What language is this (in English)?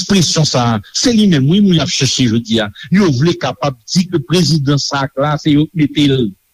Haitian Creole